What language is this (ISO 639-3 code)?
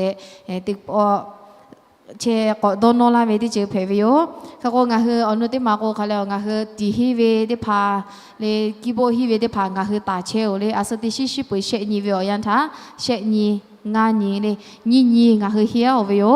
lhu